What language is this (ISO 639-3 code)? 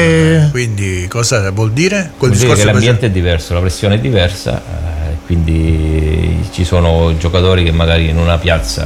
ita